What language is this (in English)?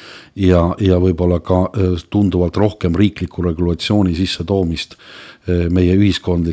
Estonian